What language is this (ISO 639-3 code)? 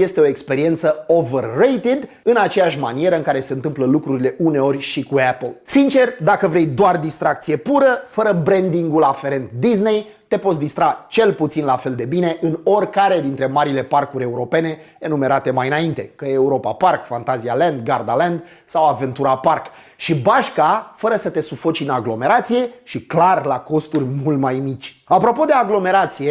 ron